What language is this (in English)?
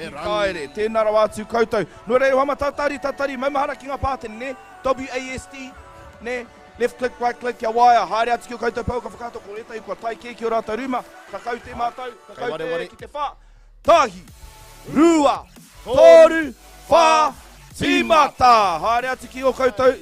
Māori